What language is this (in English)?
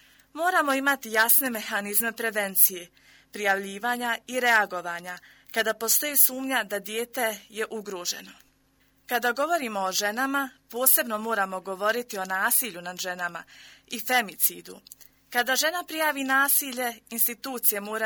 Bosnian